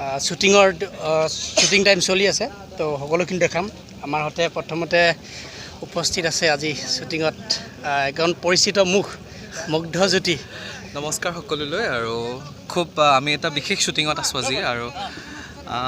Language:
Assamese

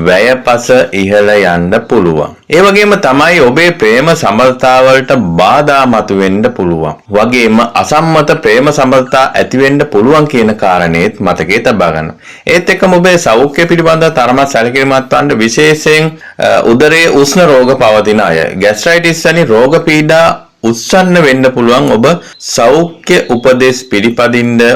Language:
Sinhala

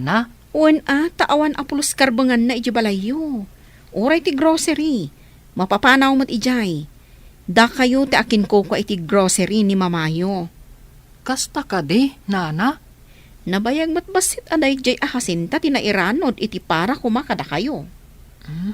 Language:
Iloko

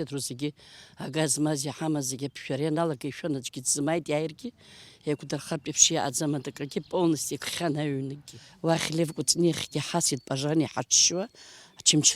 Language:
Abkhazian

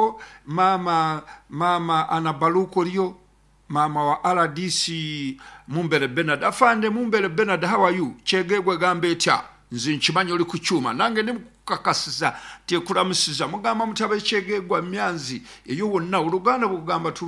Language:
Nyankole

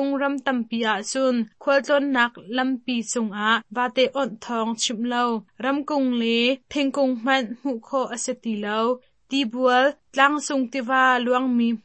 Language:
Hakha Chin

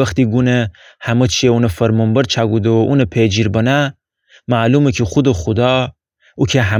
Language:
Gilaki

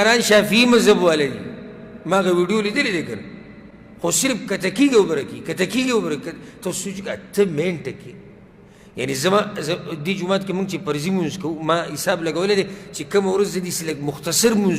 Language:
Pashto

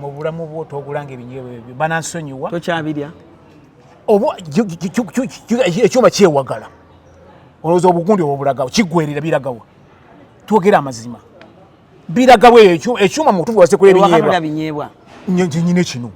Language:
Ganda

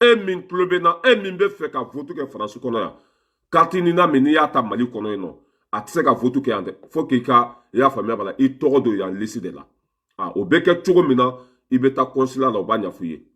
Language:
Bambara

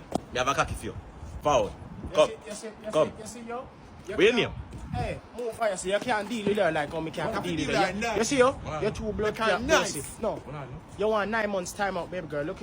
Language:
Jamaican Creole English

